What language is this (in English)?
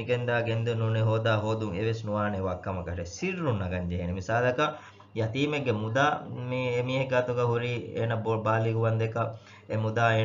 Divehi